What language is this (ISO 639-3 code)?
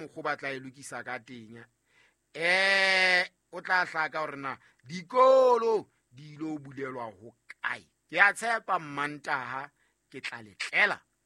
sot